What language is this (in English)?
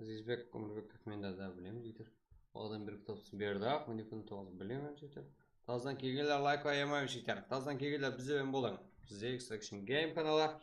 Kara-Kalpak